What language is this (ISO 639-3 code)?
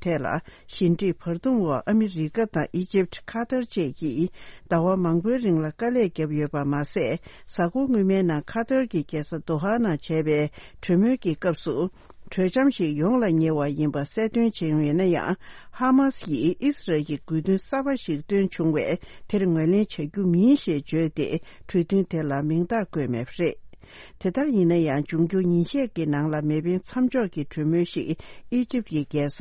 bod